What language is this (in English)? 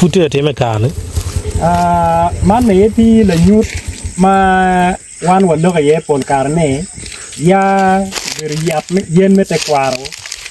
Acoli